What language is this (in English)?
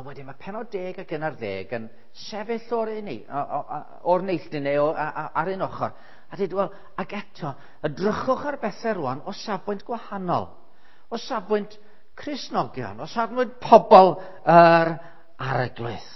Welsh